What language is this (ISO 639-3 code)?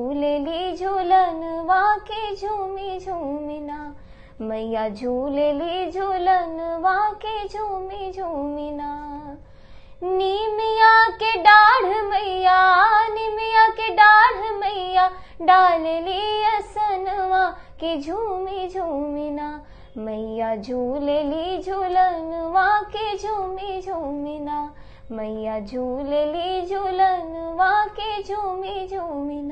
bho